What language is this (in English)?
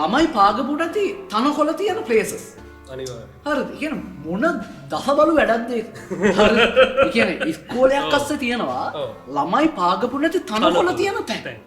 Sinhala